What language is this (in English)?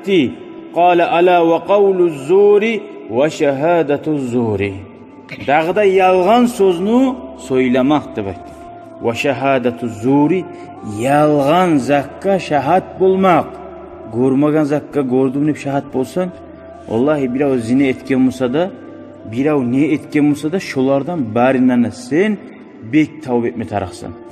Kumyk